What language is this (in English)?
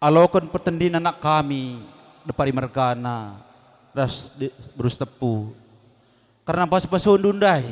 Batak Karo